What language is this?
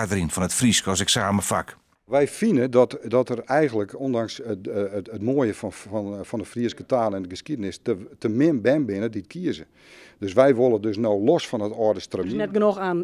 Western Frisian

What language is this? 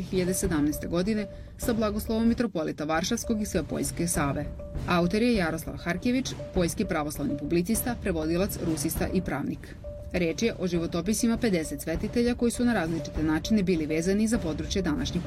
Serbian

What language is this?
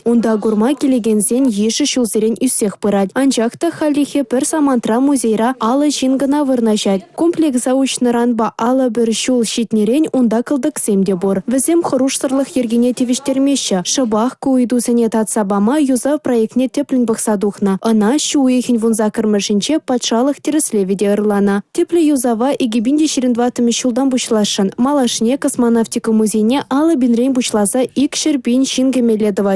Chuvash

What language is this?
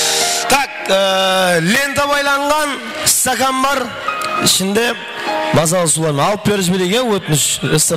Kara-Kalpak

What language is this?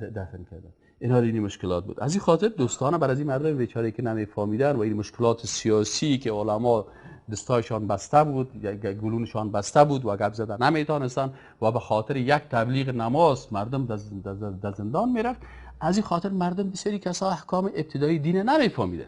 Persian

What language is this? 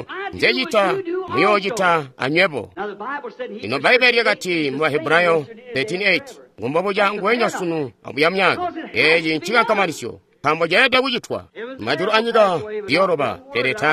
Tonga (Zambia)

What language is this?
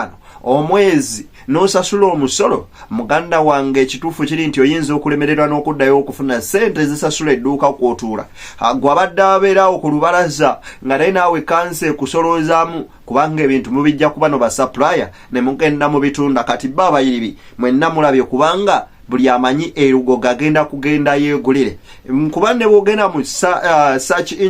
Ganda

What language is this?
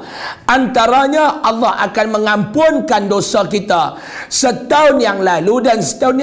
Malay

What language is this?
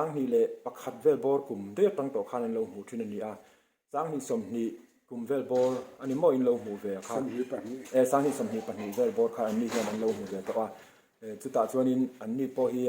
Mizo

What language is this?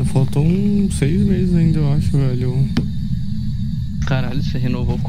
Portuguese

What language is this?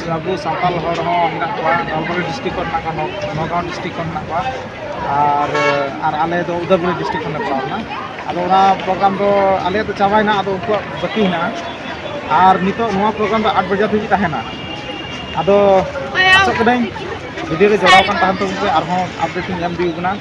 Santali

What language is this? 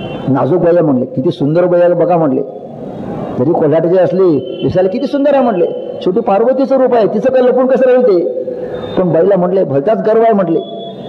Marathi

